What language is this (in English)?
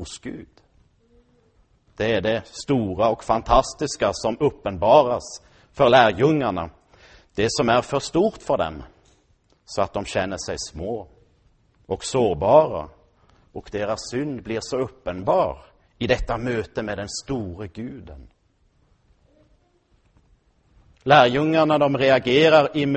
Swedish